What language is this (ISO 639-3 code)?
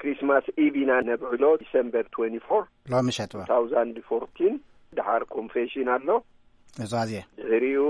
tir